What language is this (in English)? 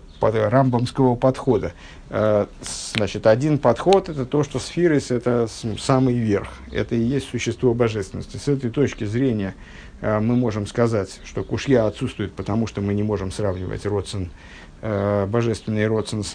Russian